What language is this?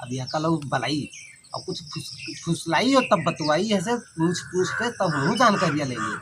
Awadhi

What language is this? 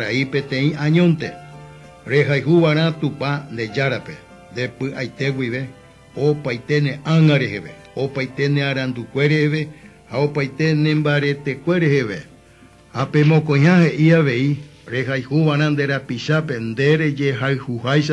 Guarani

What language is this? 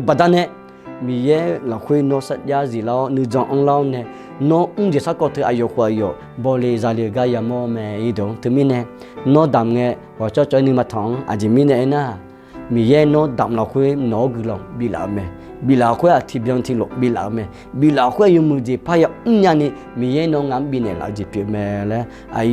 Akha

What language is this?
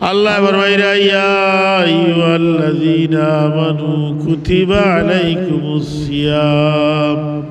Sylheti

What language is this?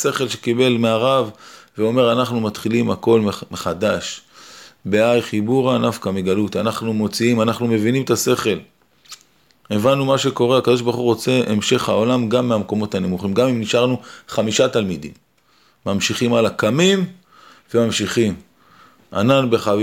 Hebrew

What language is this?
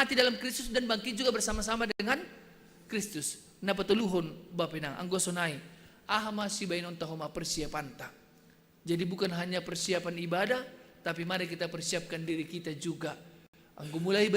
Batak Simalungun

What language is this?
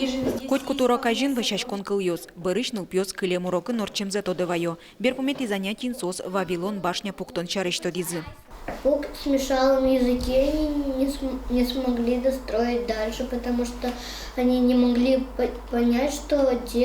Udmurt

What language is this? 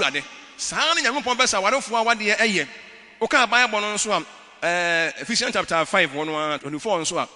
Akan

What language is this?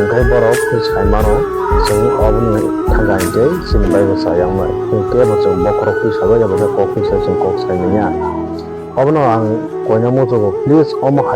Kok Borok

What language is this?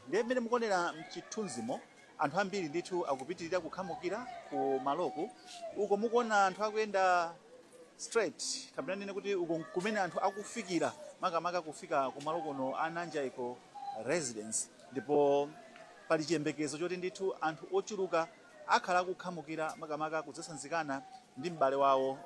Nyanja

